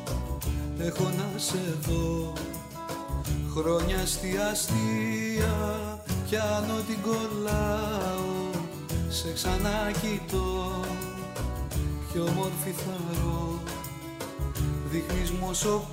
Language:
Greek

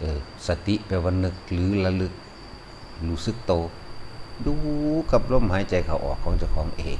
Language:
Lao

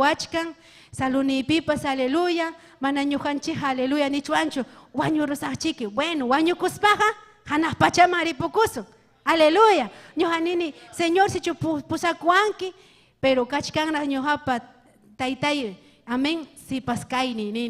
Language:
Ayacucho Quechua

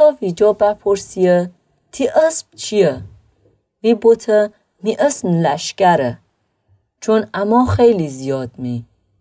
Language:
Gilaki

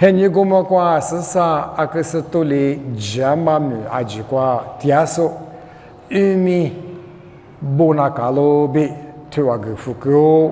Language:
Lisu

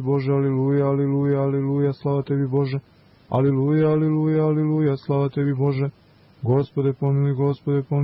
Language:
Serbian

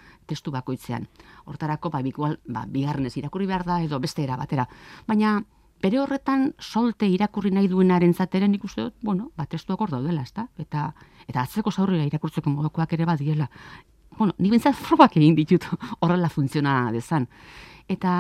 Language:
Basque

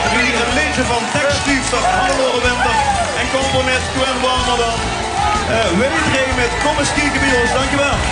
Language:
Limburgish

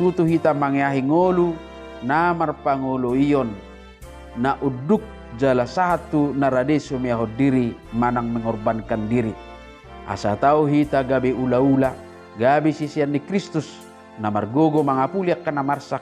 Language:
Batak Toba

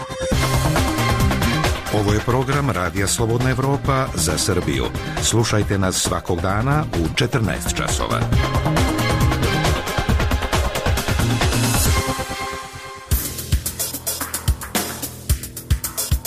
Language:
Serbian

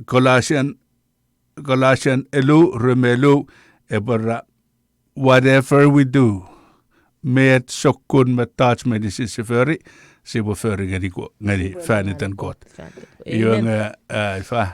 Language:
Chuukese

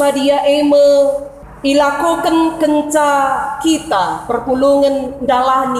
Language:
Batak Karo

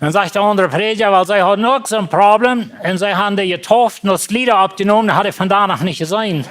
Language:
Plautdietsch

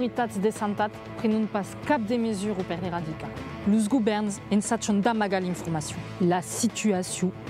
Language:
Occitan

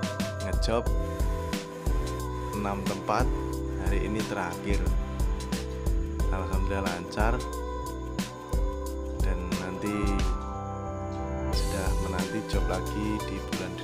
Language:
Indonesian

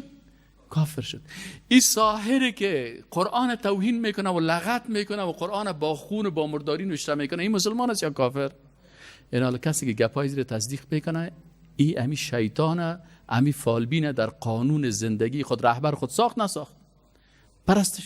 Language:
Persian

